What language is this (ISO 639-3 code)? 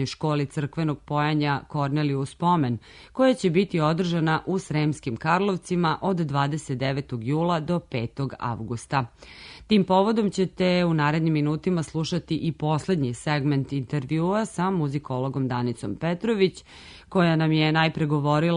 srp